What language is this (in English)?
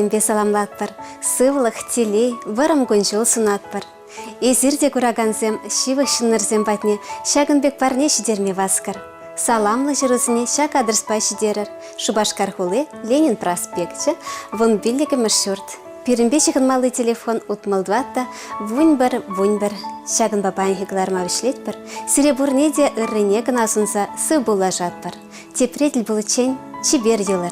Chuvash